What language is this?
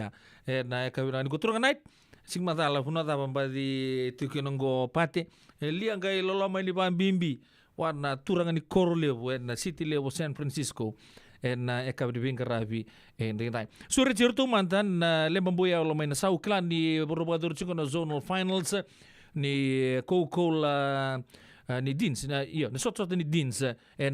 Fijian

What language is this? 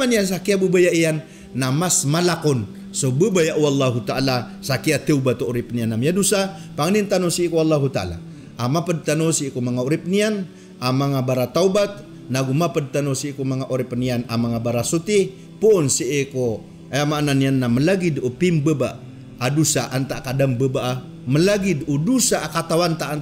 Maranao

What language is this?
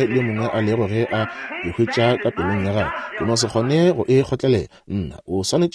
Northern Sotho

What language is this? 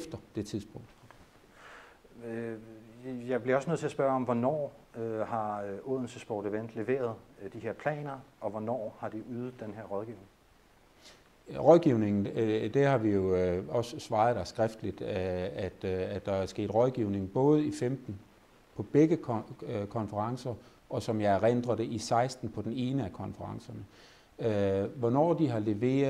Danish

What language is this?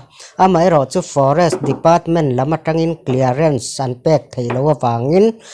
Mizo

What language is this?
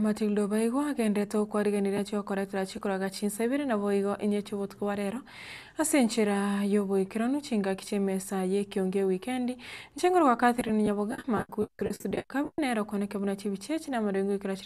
Gusii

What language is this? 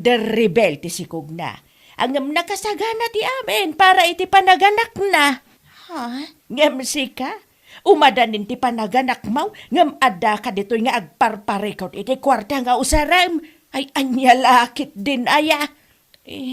Iloko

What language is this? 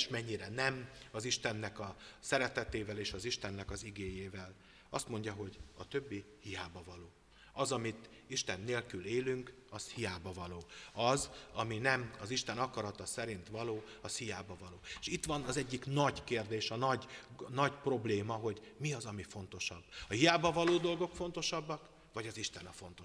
Hungarian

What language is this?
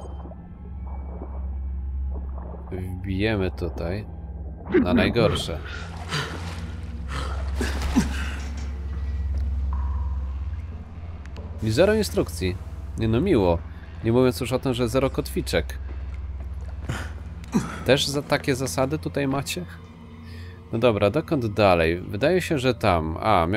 Polish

